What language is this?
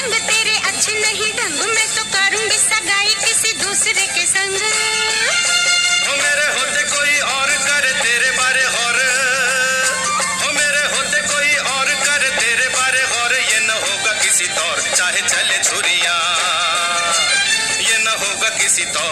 Hindi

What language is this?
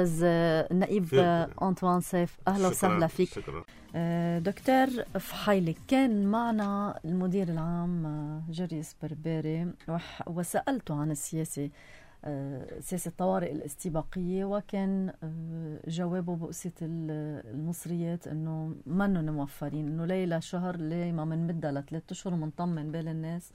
North Levantine Arabic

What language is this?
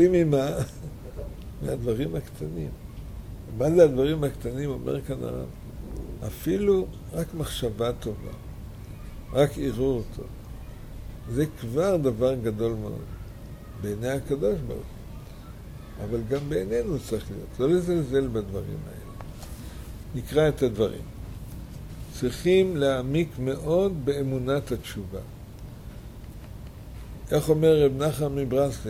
Hebrew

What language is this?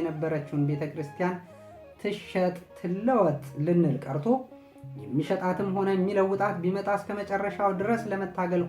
Amharic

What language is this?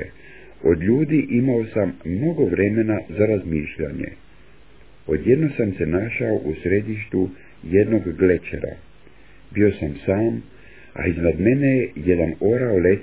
Croatian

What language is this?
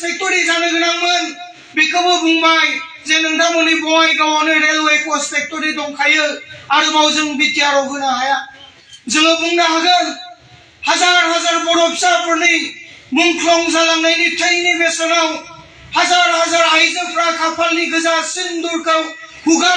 Bodo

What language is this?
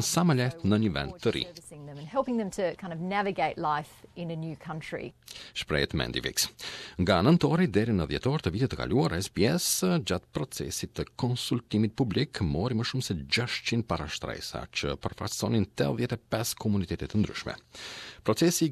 Albanian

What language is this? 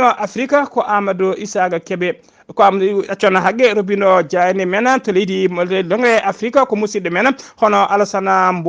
Fula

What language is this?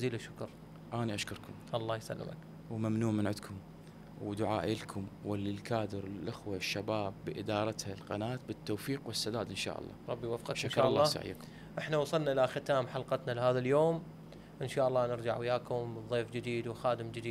Mesopotamian Arabic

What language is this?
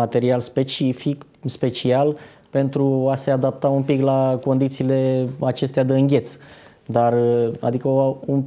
Romanian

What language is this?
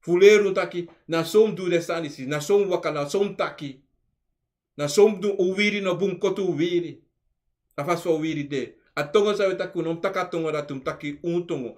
Sranan Tongo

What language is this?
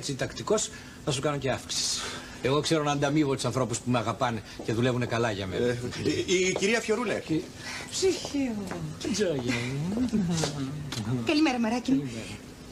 Greek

